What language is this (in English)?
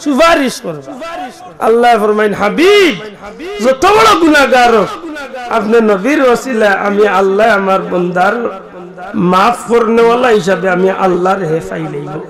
Sylheti